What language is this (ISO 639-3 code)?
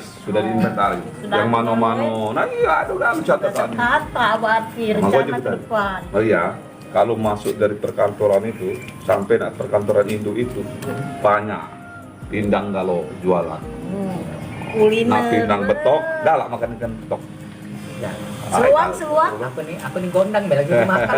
mui